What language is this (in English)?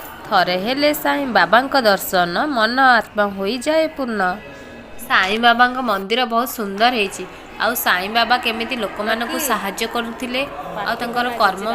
Odia